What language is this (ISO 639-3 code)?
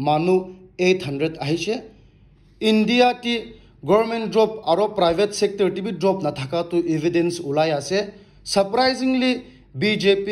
nag